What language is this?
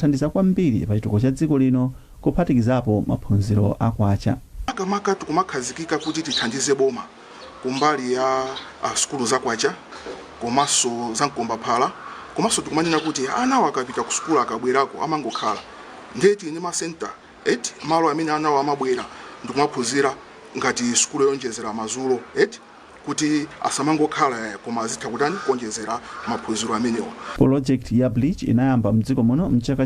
Nyanja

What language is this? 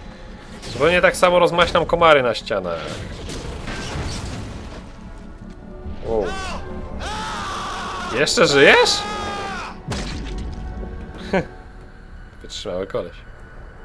Polish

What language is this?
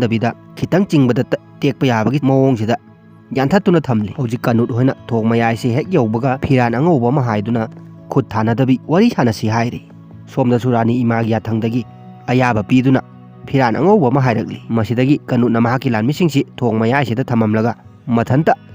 Manipuri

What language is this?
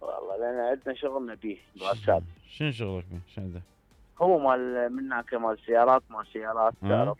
Mesopotamian Arabic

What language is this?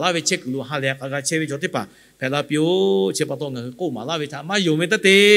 Lahu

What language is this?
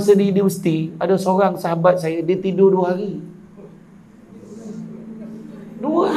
Malay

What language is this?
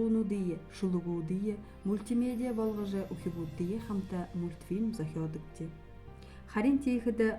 Buriat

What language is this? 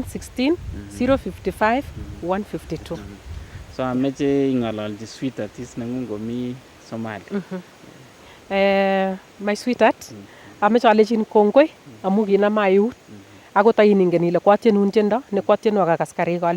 Nandi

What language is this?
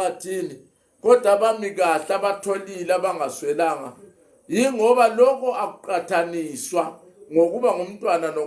Zulu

